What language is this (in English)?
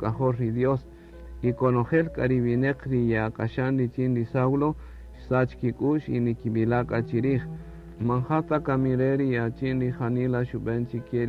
Kaqchikel